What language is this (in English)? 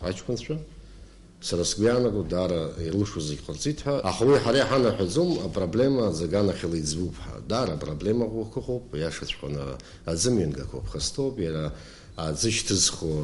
Abkhazian